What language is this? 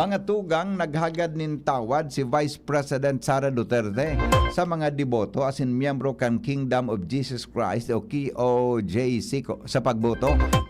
Bikol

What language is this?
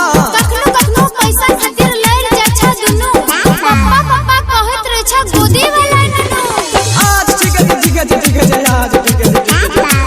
Maithili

